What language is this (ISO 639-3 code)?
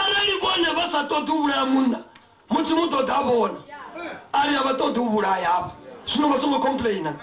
ven